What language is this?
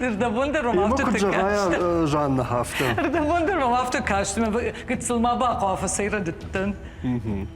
Ossetic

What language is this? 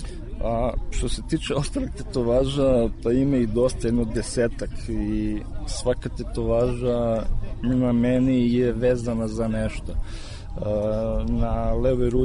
Serbian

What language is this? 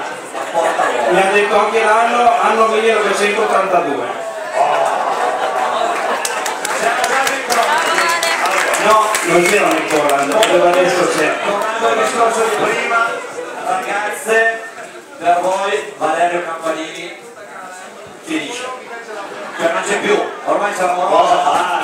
Italian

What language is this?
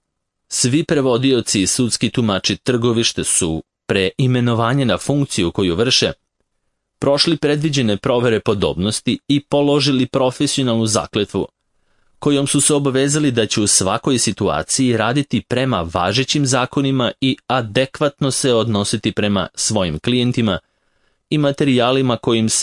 Serbian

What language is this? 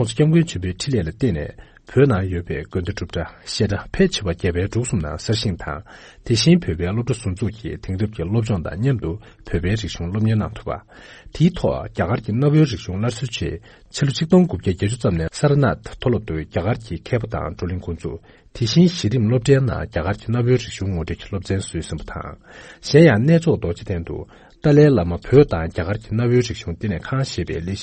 Tibetan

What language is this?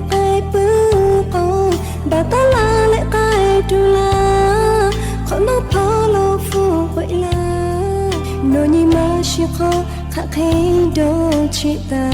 Lahu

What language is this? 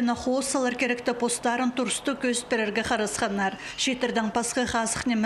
Khakas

